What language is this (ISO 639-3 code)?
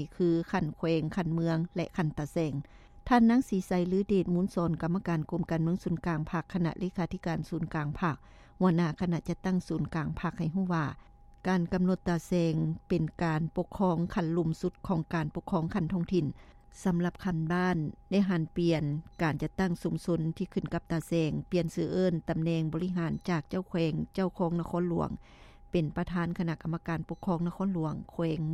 lao